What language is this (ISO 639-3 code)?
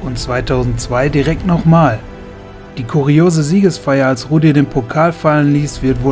deu